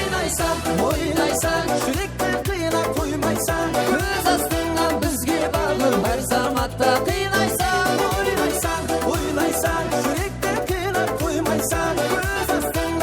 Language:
Kara-Kalpak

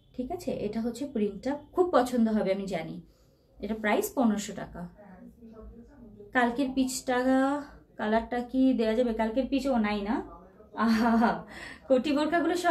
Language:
Bangla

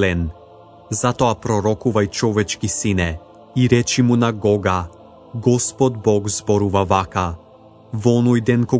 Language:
Macedonian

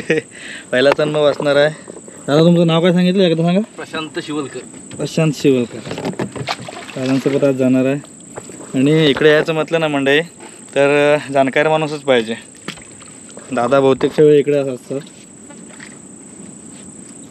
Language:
Marathi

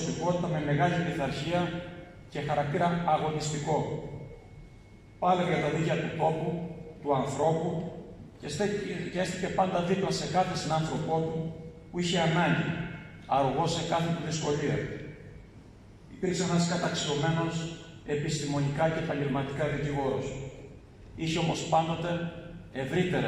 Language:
Greek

